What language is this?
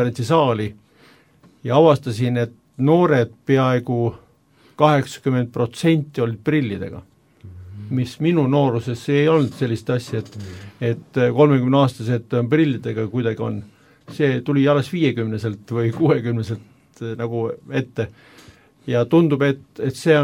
Estonian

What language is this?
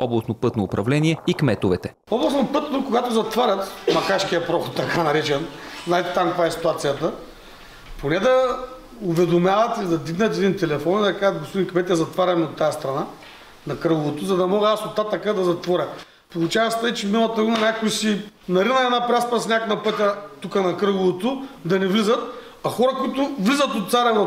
Bulgarian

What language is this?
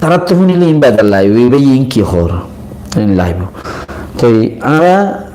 Rohingya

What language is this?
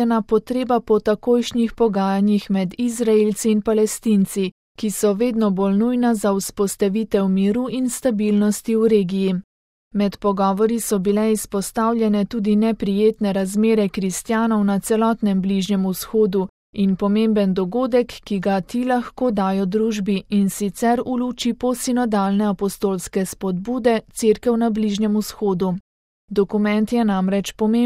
Slovenian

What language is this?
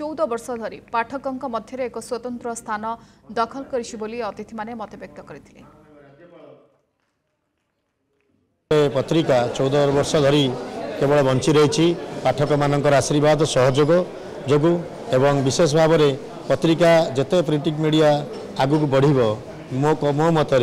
Odia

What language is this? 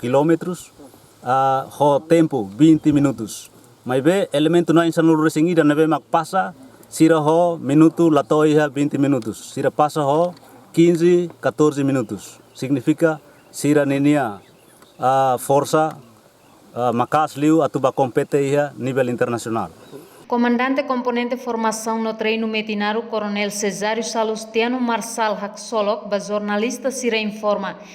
Tetum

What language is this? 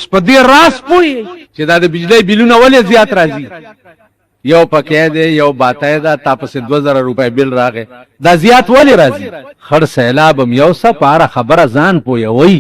Pashto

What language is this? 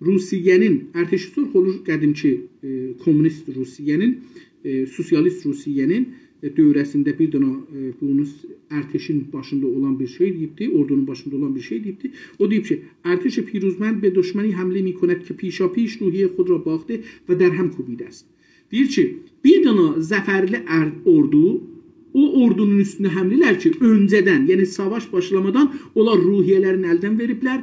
South Azerbaijani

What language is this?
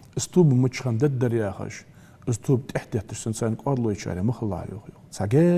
Ingush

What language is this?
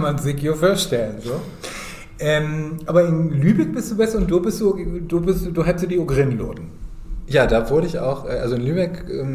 Low German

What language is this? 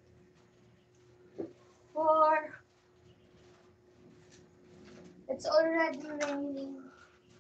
Filipino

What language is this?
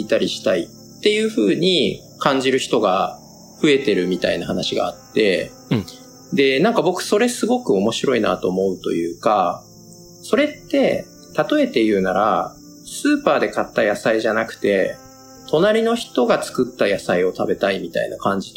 Japanese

